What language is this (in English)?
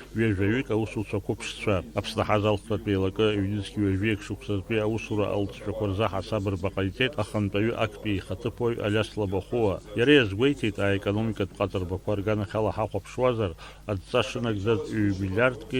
Abkhazian